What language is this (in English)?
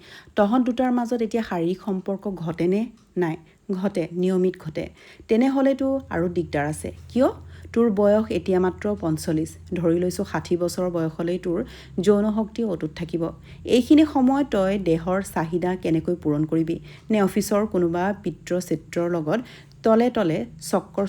Assamese